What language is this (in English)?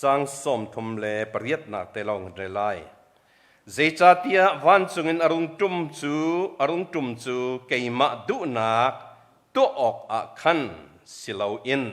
Hakha Chin